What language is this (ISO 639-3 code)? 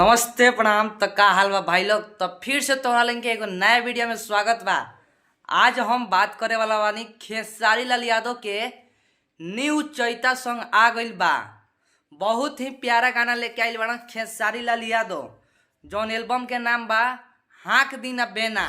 bho